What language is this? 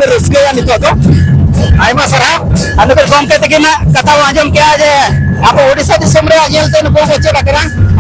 Santali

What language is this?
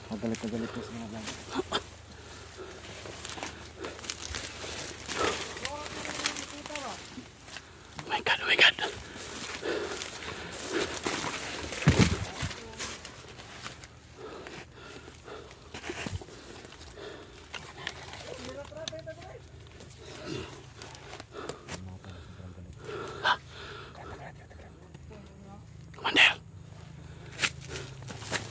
Filipino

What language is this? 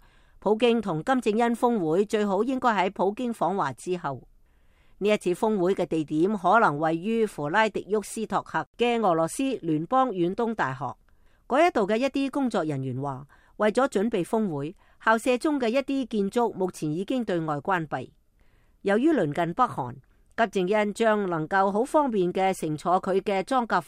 Cantonese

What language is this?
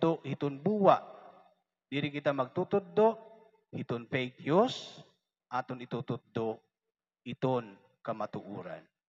Waray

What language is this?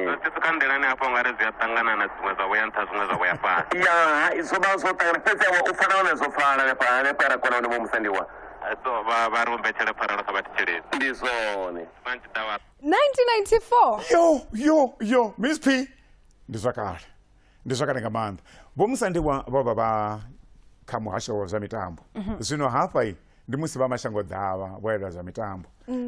Venda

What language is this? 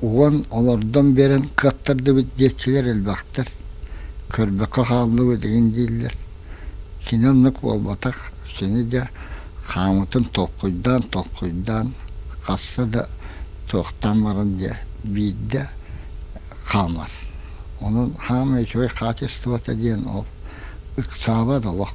Yakut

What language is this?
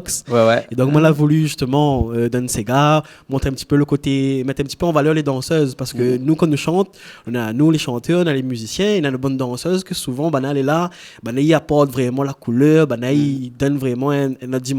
Réunion Creole French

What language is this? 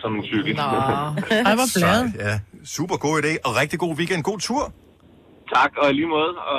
Danish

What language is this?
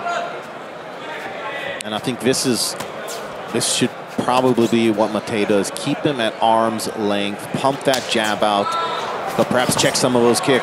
English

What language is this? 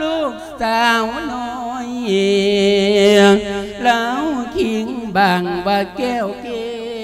Lao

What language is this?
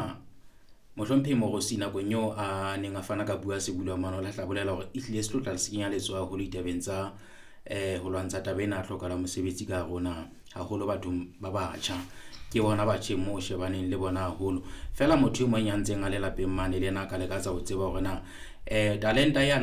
Southern Sotho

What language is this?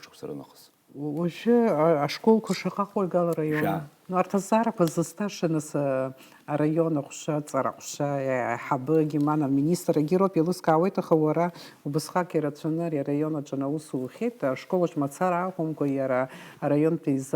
Abkhazian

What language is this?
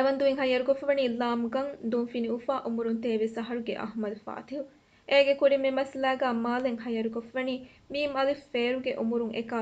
Divehi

